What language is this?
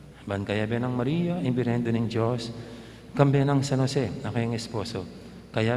Pampanga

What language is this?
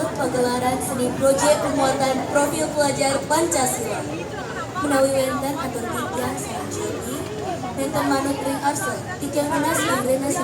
Balinese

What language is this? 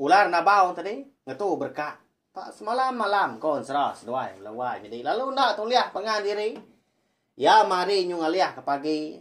Iban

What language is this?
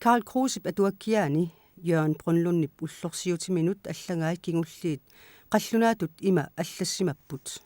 Kalaallisut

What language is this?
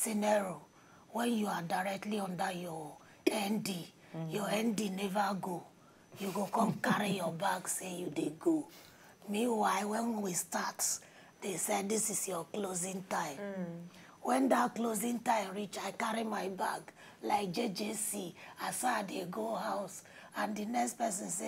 Nigerian Pidgin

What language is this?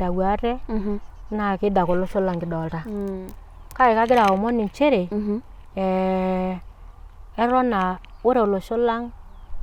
Masai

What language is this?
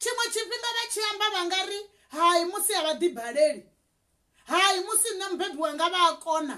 Venda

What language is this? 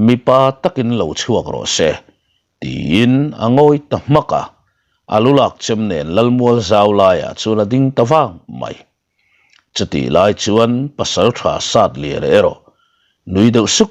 Mizo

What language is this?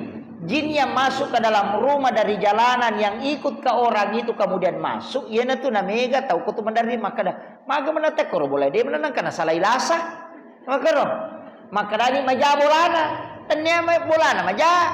Buginese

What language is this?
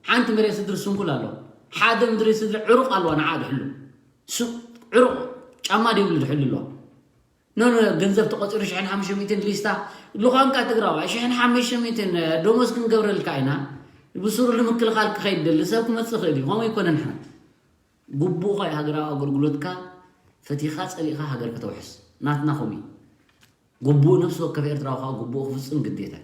Tigrinya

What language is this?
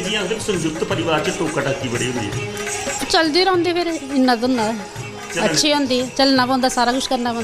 Dogri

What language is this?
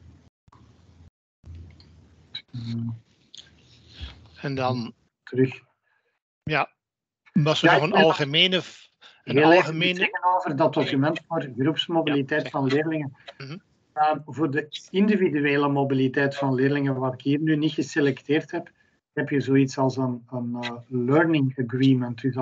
Dutch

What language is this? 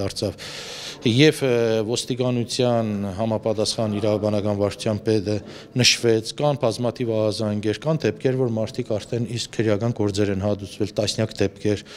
Armenian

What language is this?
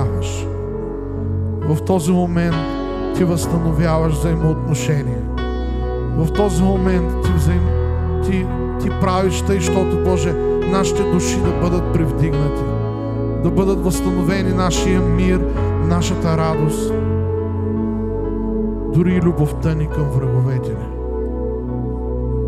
Bulgarian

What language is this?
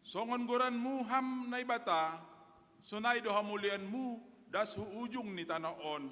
Batak Simalungun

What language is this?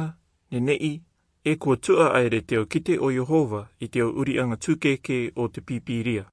Rarotongan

